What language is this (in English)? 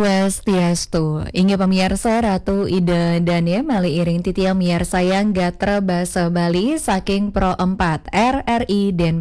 Balinese